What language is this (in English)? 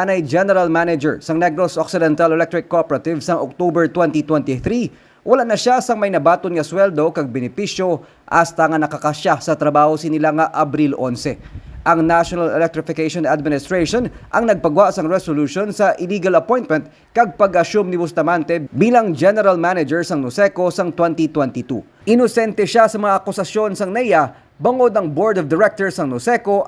Hiligaynon